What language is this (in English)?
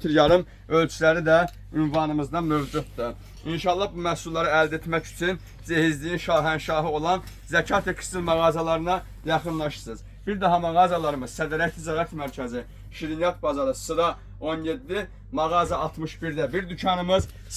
Azerbaijani